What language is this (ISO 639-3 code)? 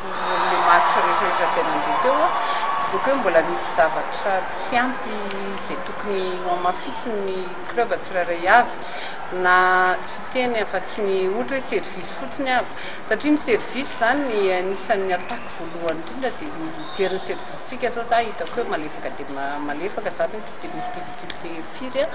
mlg